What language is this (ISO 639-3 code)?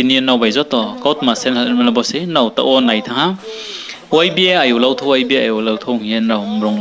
ria